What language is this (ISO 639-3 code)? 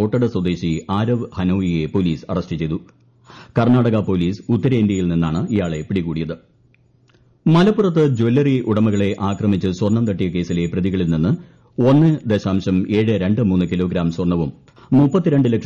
mal